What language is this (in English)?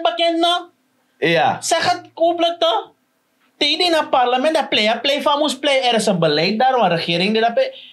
Sranan Tongo